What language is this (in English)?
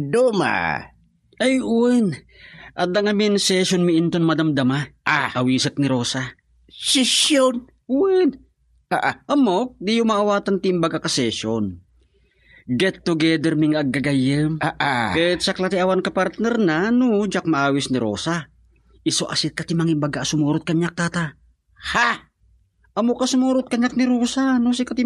Iloko